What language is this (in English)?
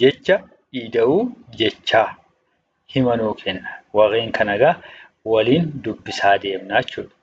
Oromo